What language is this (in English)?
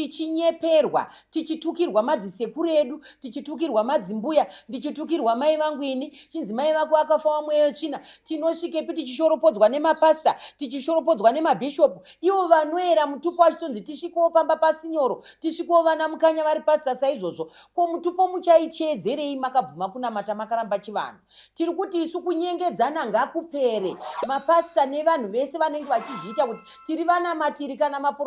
Shona